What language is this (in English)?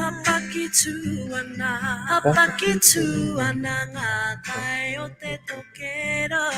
Māori